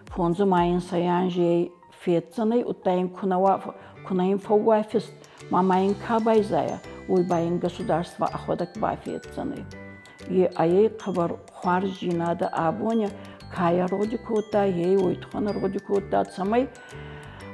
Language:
Ossetic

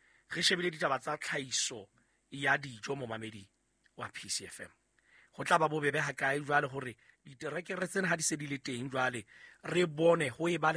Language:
Southern Sotho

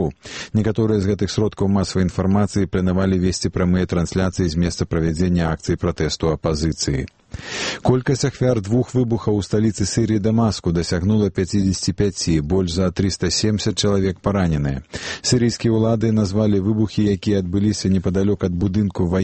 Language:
Belarusian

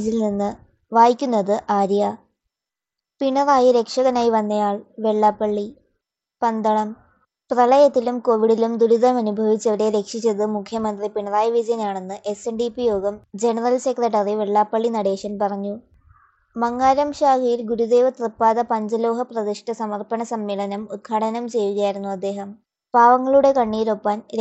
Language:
Malayalam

